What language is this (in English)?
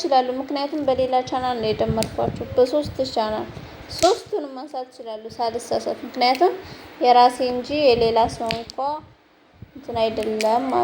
Amharic